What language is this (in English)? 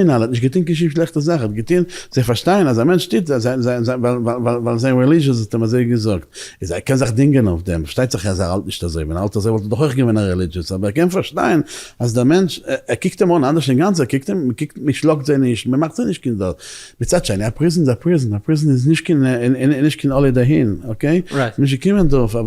Yiddish